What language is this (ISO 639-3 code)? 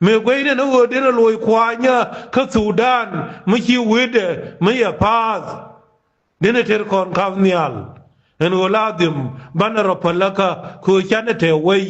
nus